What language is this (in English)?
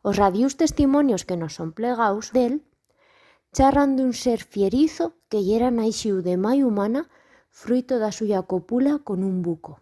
Aragonese